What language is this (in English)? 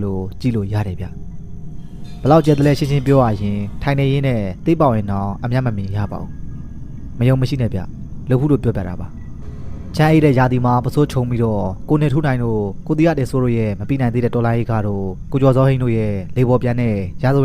Burmese